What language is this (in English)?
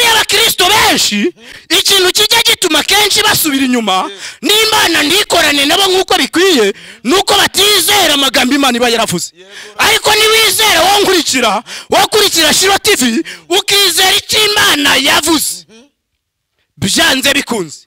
Kinyarwanda